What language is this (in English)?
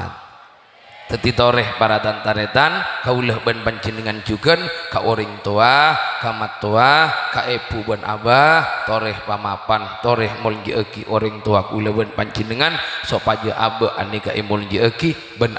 Madurese